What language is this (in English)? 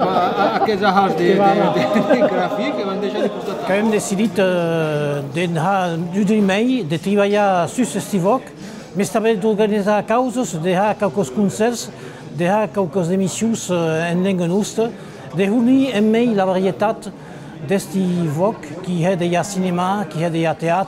Occitan